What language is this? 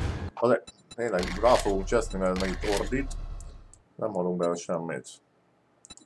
Hungarian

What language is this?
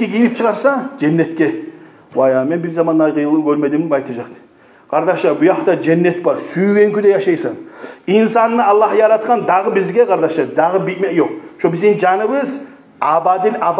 Kumyk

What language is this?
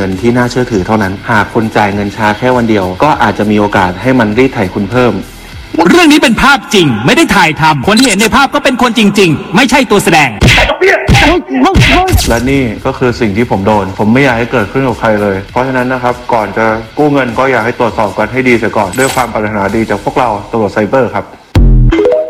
Thai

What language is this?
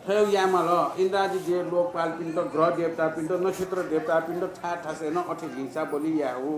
Newari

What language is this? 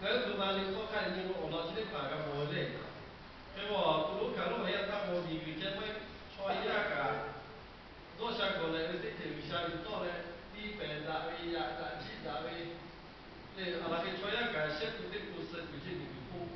Lahu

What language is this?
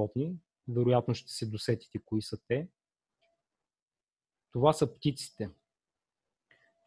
Bulgarian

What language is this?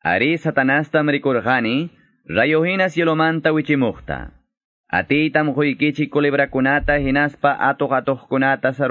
Quechua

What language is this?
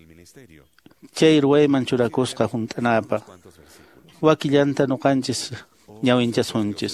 Quechua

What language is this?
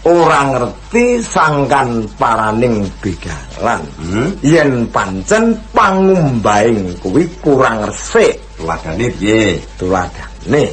Javanese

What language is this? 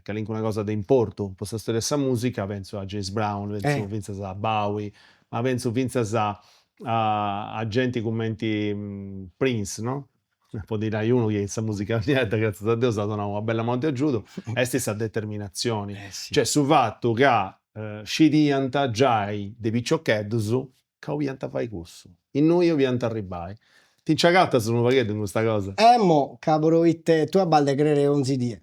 Sardinian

